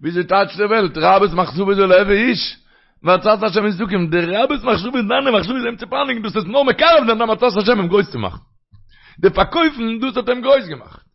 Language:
Yiddish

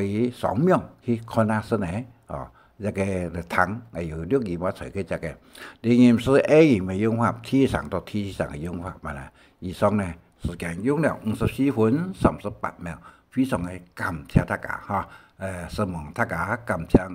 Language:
Hakka Chinese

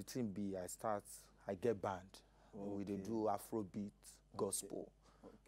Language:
Nigerian Pidgin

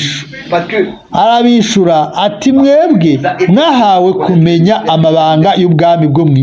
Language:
Rundi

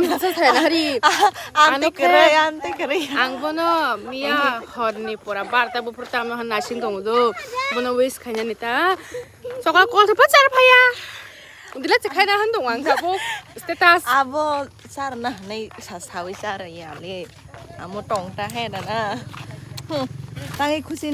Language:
Kok Borok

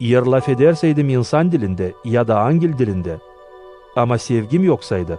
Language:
Gagauz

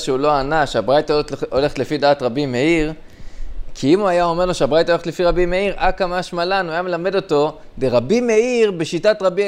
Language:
Hebrew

